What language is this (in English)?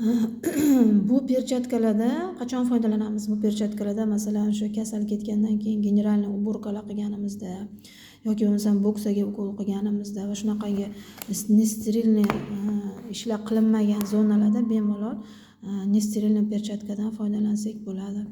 Uzbek